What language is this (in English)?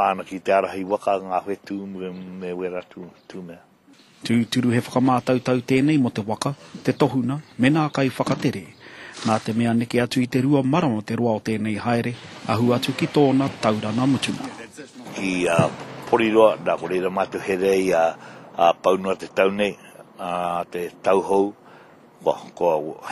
Māori